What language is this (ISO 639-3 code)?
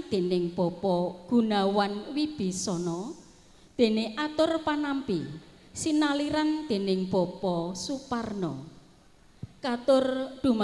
jav